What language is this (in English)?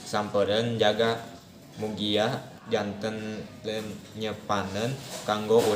Sundanese